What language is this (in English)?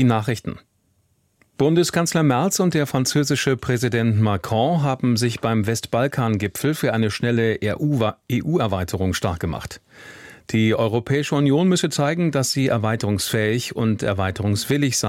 German